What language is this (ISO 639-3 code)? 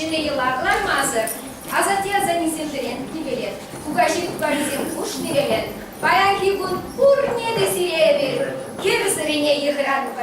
chv